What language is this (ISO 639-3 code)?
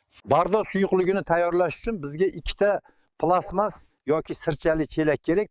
uzb